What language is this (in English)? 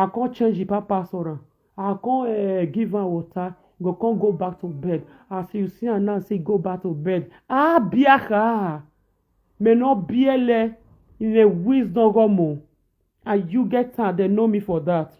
Nigerian Pidgin